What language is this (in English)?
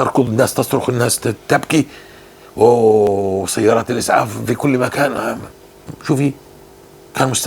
North Levantine Arabic